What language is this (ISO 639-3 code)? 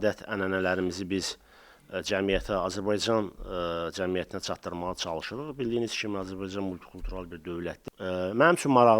aze